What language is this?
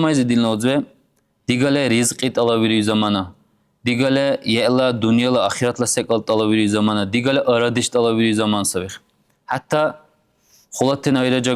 Dargwa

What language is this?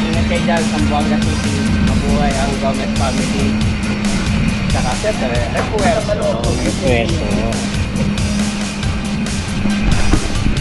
Filipino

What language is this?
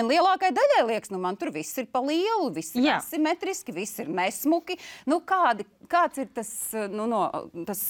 Latvian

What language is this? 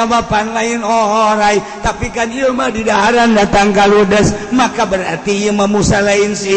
Sundanese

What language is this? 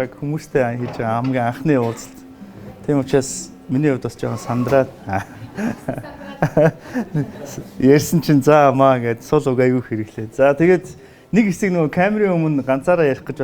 Mongolian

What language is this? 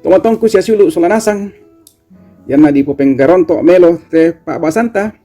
Toraja-Sa'dan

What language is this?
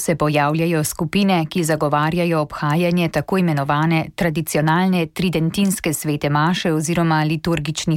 Slovenian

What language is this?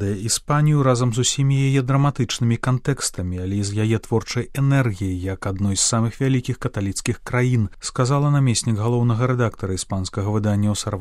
Belarusian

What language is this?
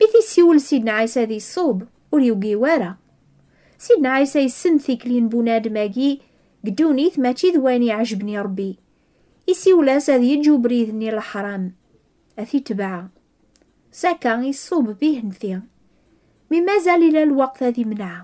Kabyle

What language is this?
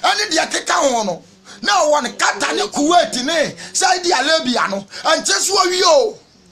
Akan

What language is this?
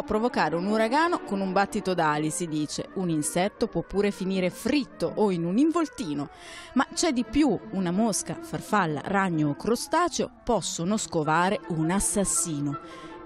Italian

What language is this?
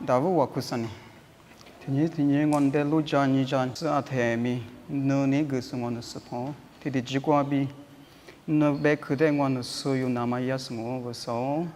Lisu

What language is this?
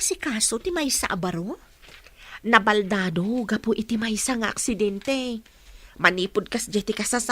Iloko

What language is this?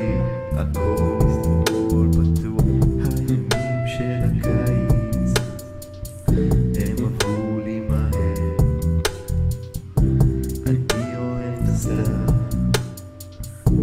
Hebrew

